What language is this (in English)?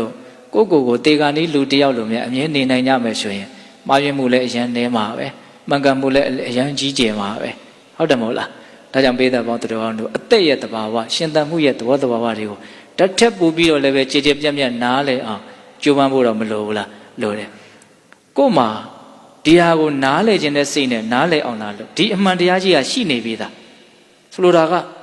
Burmese